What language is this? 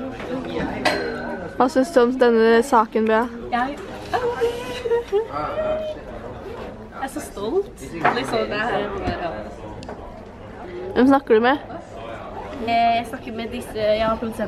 Norwegian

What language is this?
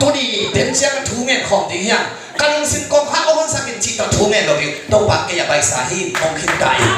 Tedim Chin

